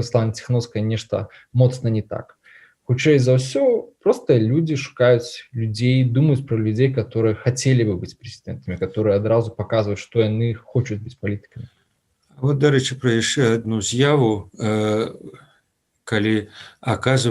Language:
Belarusian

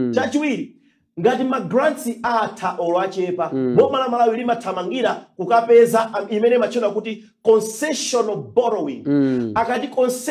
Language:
Nyanja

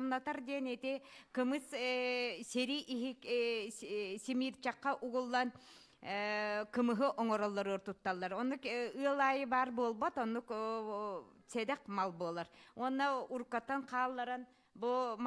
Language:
Yakut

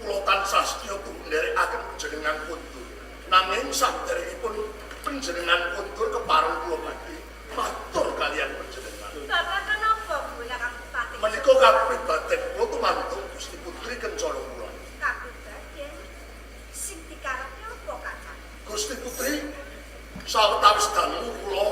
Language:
Javanese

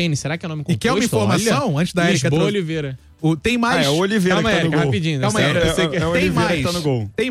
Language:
Portuguese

